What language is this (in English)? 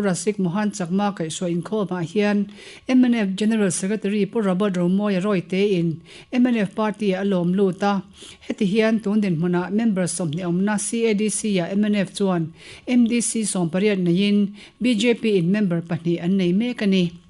Mizo